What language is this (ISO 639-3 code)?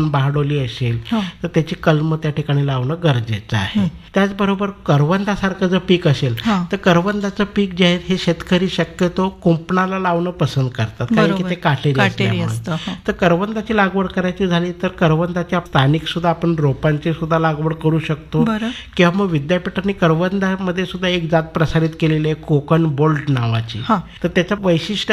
mar